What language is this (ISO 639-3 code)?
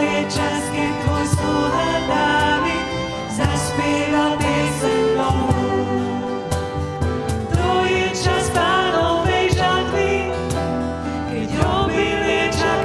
slk